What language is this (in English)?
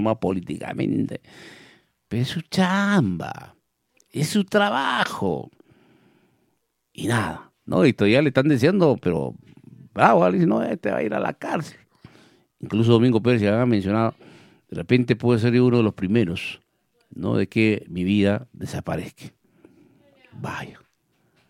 Spanish